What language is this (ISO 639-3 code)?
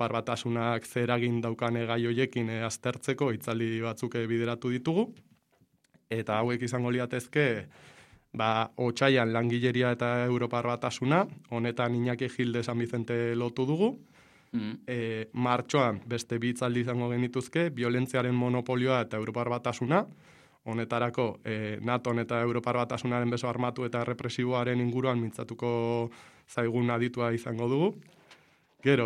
eus